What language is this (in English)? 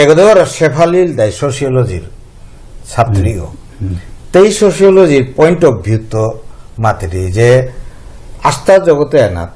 Bishnupriya